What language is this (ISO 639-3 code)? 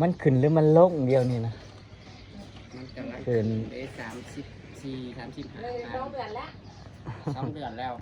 tts